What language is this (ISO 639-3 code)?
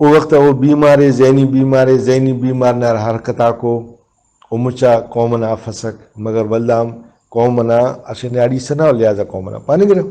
brh